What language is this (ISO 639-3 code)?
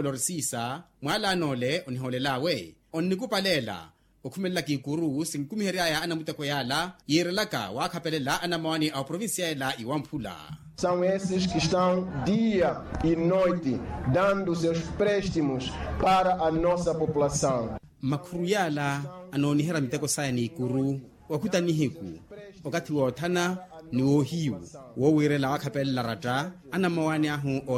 vmw